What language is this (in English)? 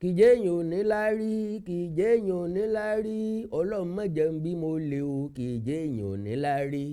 Yoruba